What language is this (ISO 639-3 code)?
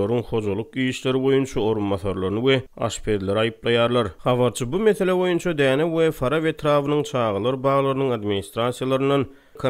tuk